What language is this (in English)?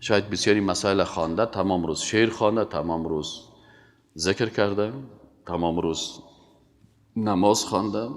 Persian